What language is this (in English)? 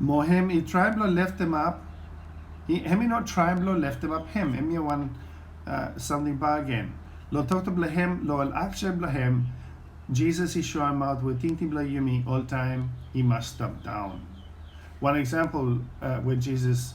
Bislama